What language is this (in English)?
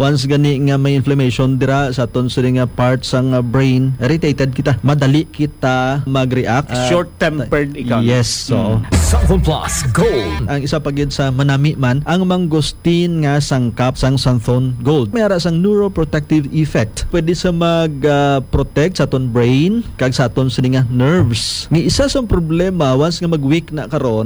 Hiligaynon